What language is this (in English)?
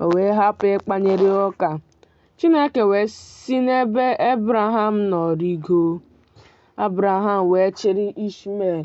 Igbo